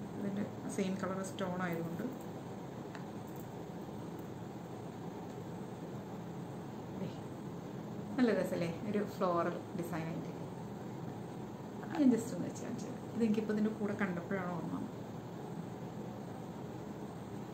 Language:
Malayalam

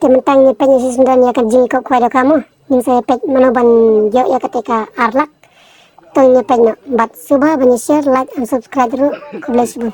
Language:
Khasi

